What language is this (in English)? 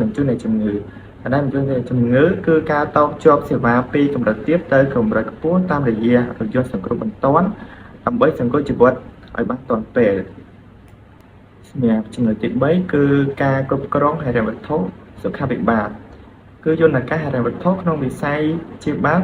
Khmer